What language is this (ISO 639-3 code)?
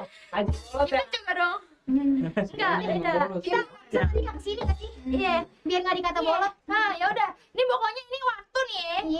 bew